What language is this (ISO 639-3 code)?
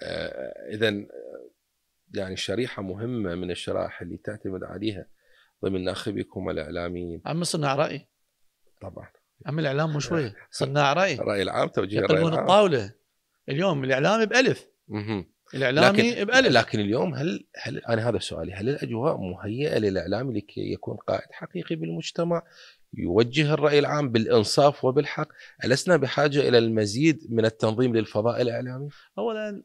acm